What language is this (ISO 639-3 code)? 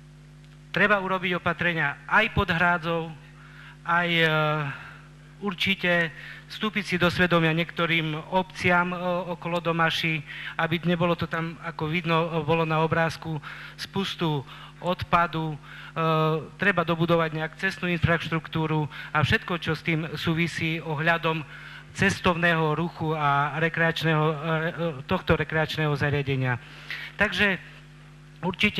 slk